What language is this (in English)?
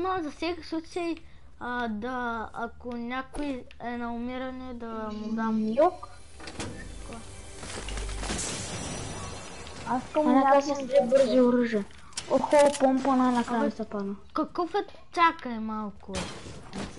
Bulgarian